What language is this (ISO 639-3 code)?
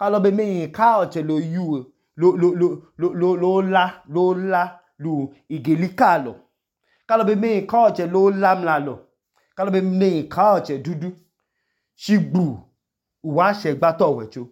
idu